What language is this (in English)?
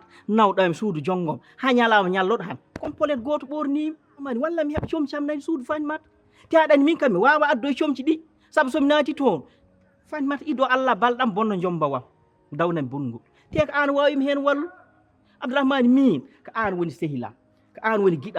Fula